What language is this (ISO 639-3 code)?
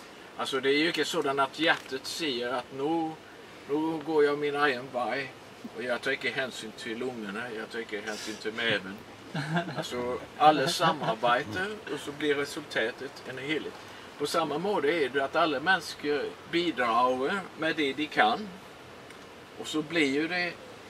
swe